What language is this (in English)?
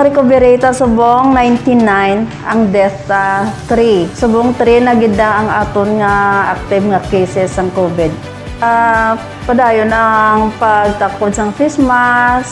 Hiligaynon